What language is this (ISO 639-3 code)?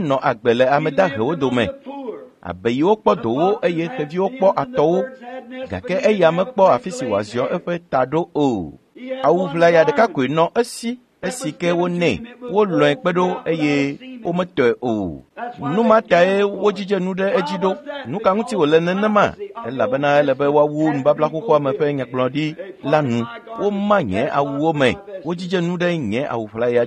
ewe